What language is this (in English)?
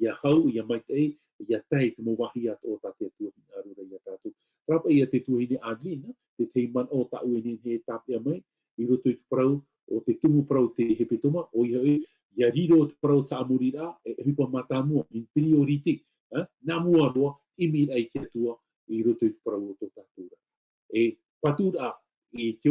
Tahitian